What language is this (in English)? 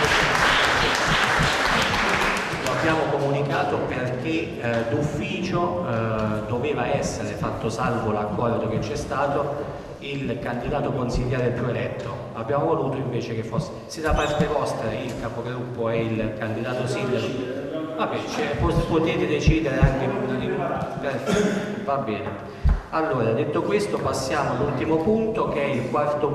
Italian